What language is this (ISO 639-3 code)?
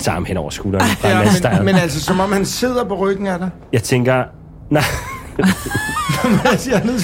dan